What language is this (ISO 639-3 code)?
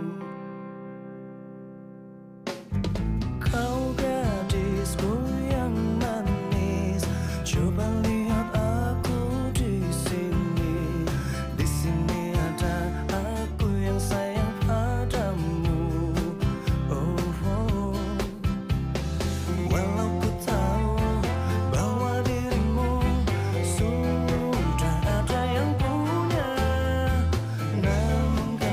ind